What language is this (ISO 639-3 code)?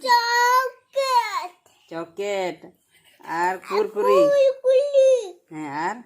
sat